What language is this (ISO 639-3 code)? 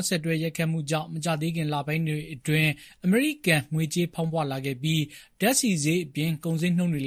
mya